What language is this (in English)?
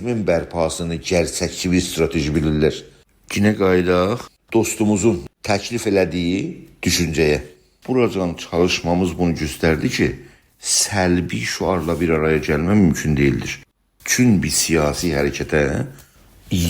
South Azerbaijani